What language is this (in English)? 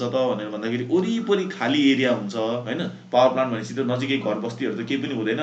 Nepali